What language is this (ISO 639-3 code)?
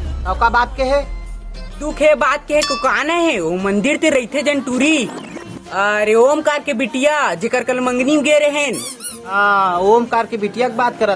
hne